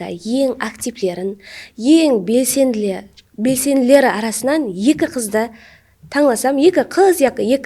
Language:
Kara-Kalpak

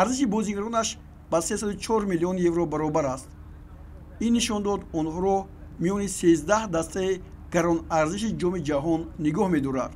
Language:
Tajik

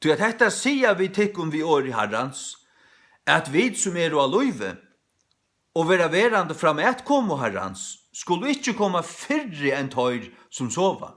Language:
Faroese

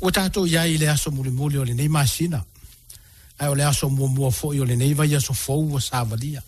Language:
Samoan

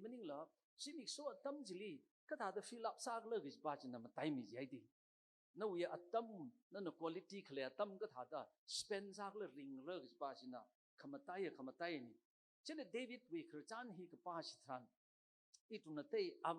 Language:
Tangkhul Naga (India)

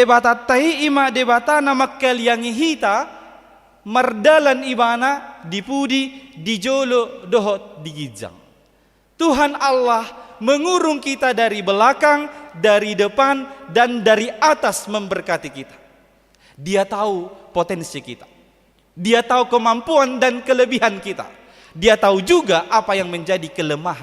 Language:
Batak Toba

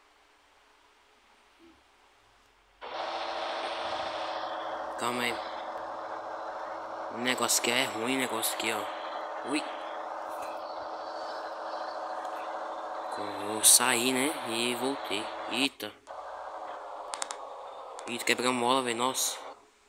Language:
Portuguese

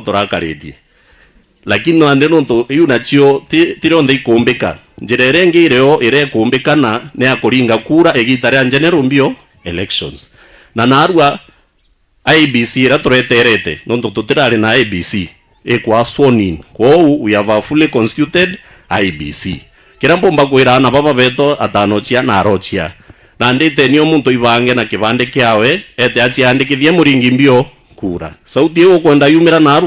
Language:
Meru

